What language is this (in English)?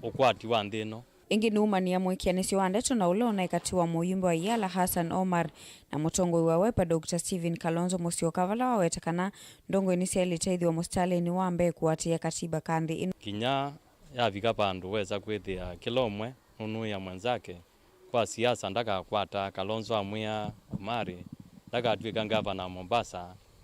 Kamba